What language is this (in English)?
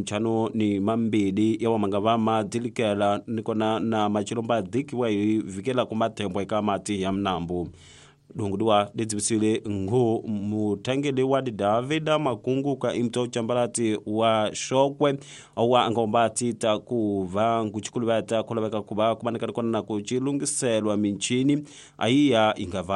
Tsonga